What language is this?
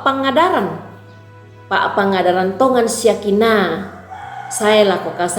Toraja-Sa'dan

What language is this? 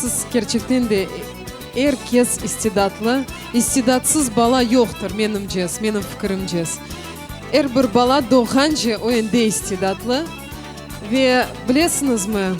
Crimean Tatar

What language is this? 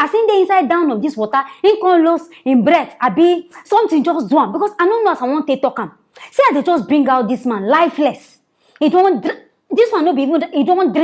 Nigerian Pidgin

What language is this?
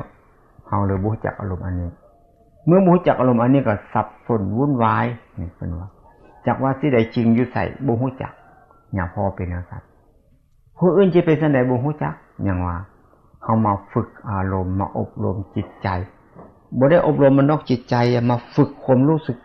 Lao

